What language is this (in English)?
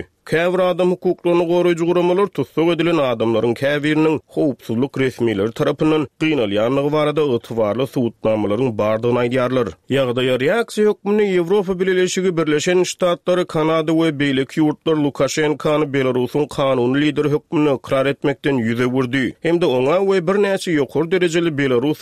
Turkmen